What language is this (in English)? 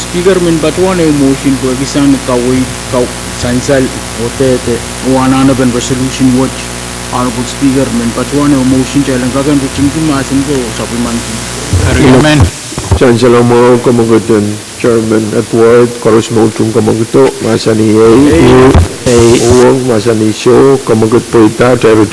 Pohnpeian